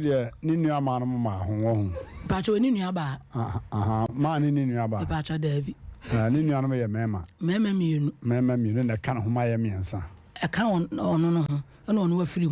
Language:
Akan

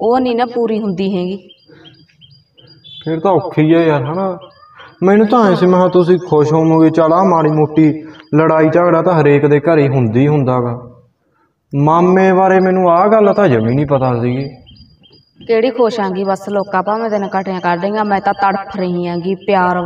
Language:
Punjabi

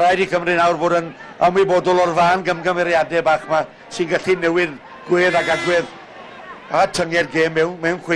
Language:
Welsh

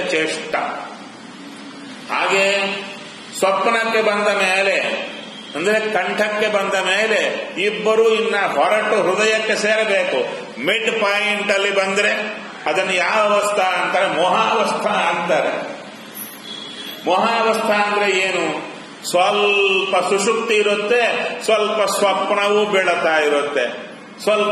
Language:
Kannada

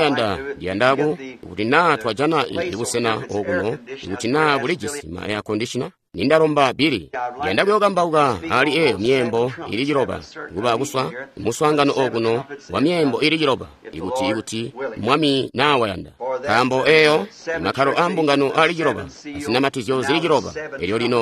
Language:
Tonga (Zambia)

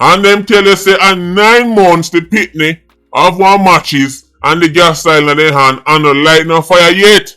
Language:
Jamaican Creole English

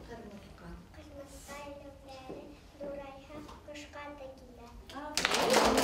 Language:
Bashkir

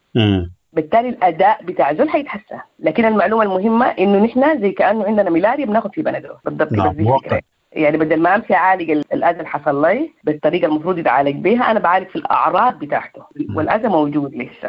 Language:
Sudanese Arabic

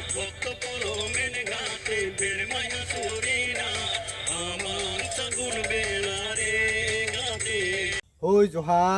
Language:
Santali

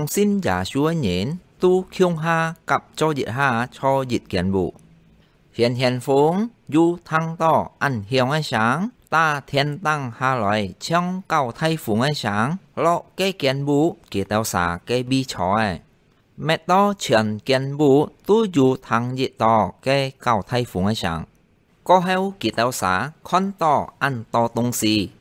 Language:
Hakka Chinese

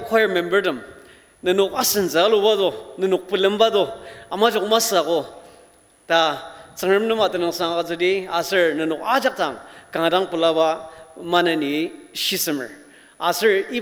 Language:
Ao Naga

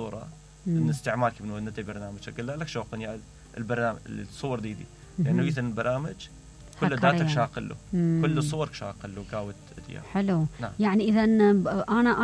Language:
Mesopotamian Arabic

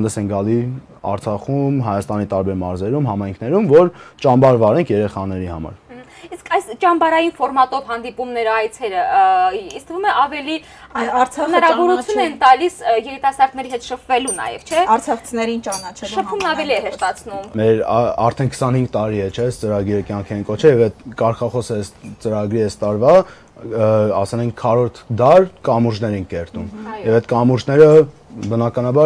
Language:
Armenian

